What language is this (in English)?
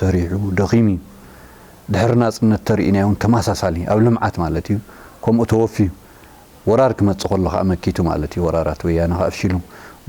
Tigrinya